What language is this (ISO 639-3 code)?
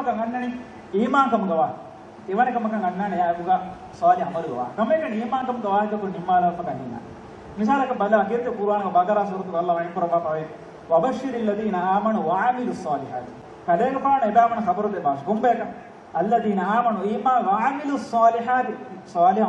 div